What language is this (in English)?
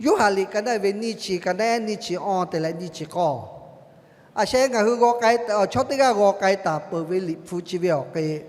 Lahu